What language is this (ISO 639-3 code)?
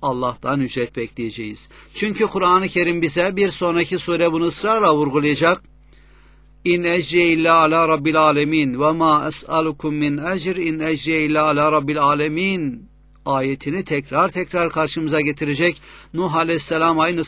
tur